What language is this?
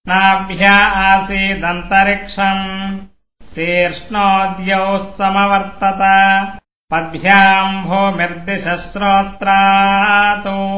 Sanskrit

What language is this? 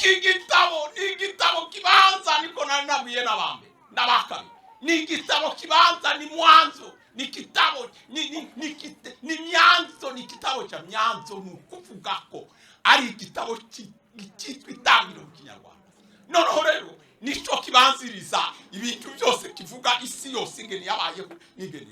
Kinyarwanda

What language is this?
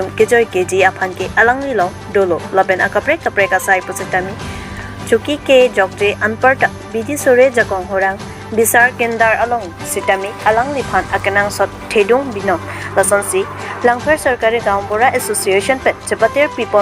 Karbi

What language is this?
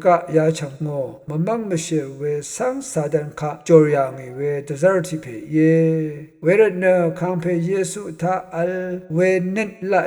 Rawang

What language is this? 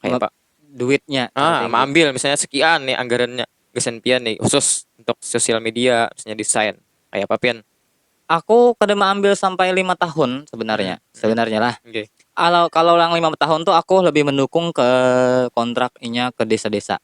Banjar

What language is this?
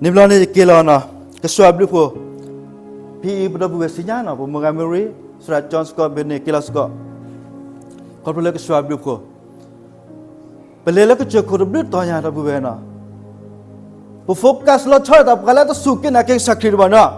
S'gaw Karen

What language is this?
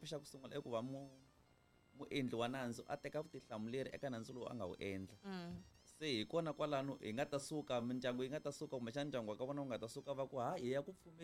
Tsonga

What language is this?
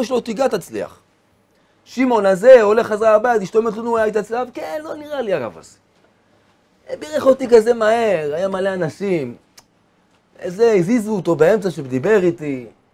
Hebrew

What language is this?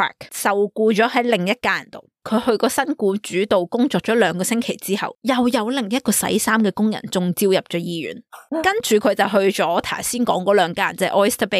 Cantonese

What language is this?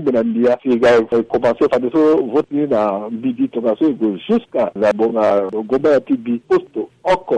Sango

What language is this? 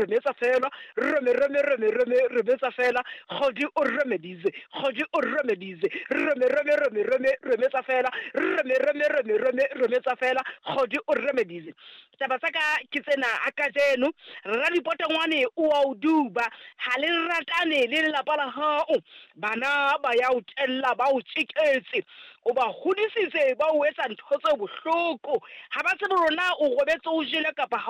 Southern Sotho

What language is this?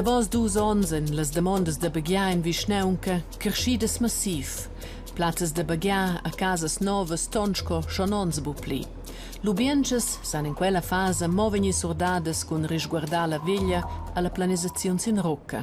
Romansh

